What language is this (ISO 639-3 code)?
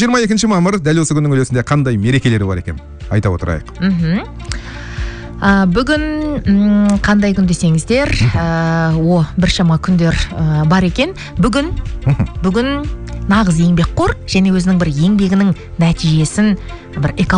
kaz